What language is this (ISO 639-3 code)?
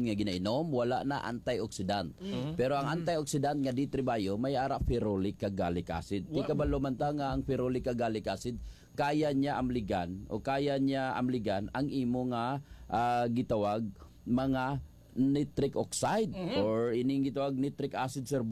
hil